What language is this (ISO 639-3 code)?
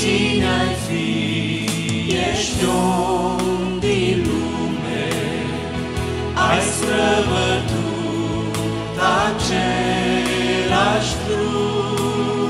ron